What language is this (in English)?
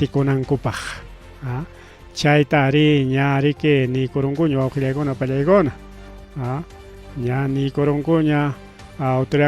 Ayacucho Quechua